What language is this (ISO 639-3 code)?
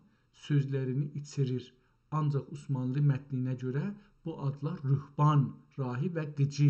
azb